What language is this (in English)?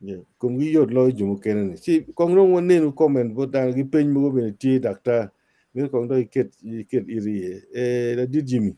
Acoli